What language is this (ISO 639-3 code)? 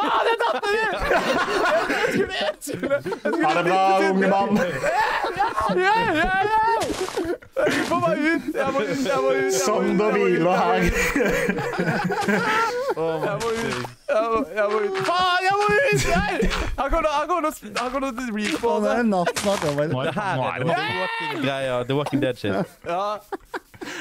nor